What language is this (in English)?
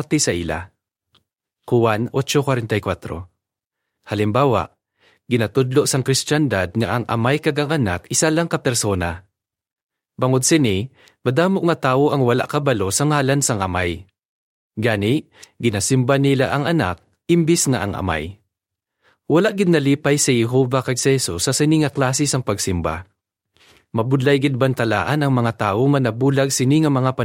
Hiligaynon